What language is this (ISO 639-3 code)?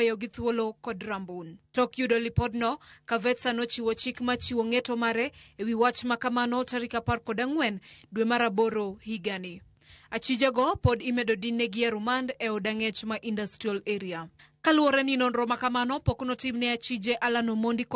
luo